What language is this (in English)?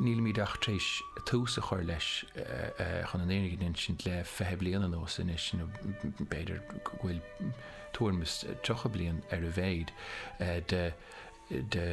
Irish